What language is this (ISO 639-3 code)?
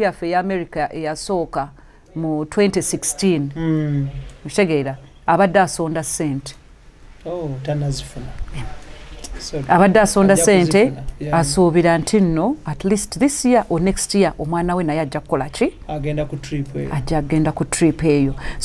lug